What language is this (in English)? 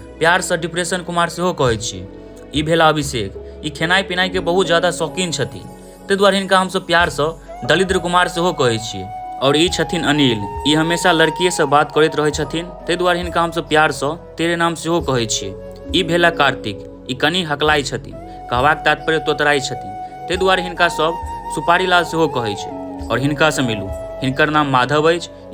Maithili